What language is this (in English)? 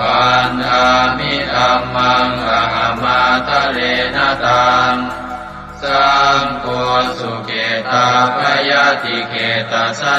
Pali